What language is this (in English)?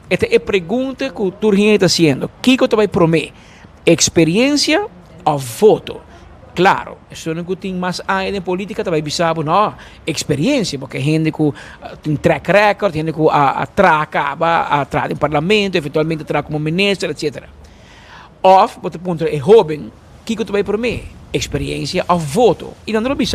Papiamento